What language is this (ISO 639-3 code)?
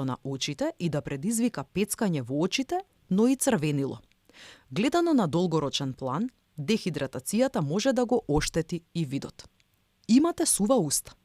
mkd